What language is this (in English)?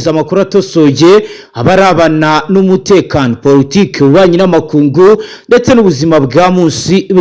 Kinyarwanda